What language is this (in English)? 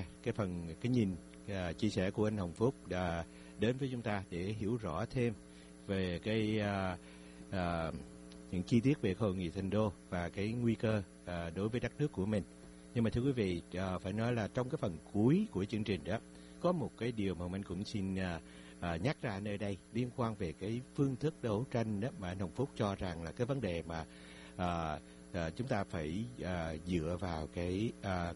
Vietnamese